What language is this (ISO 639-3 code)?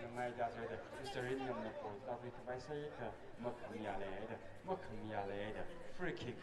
nmf